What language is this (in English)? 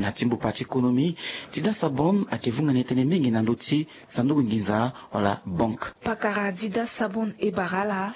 Sango